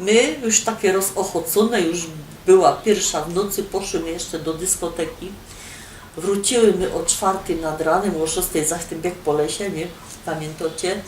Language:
Silesian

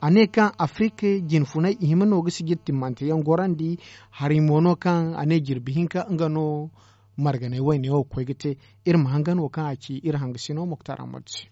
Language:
Zarma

